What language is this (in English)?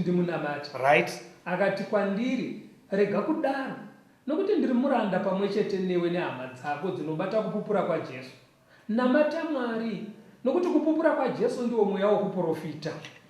Shona